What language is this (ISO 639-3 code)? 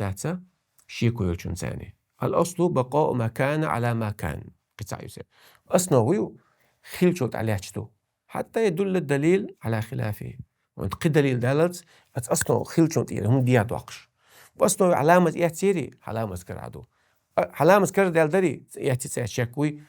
che